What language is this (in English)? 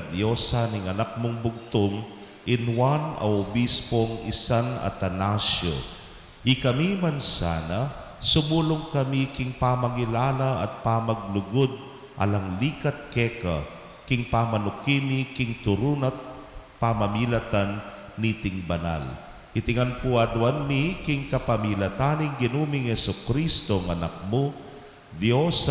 Pampanga